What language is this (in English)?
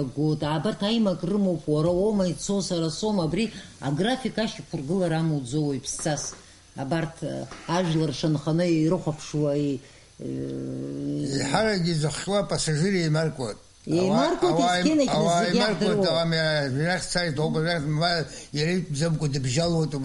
Abkhazian